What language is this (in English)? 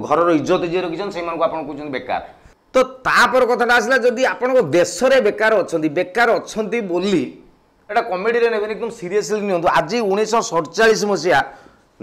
Odia